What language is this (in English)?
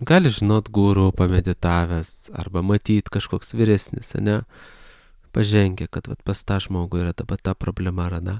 Lithuanian